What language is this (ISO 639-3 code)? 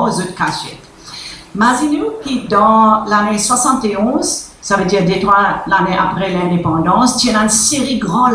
mfe